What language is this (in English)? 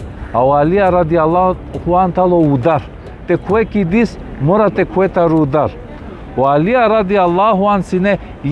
Balkan Romani